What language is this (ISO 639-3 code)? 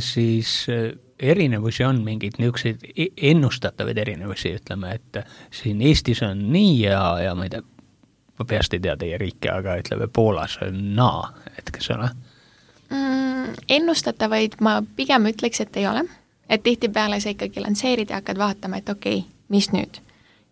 est